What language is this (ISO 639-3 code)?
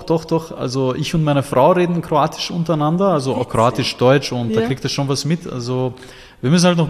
deu